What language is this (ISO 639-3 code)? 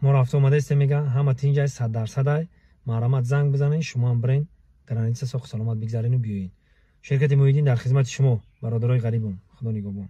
tgk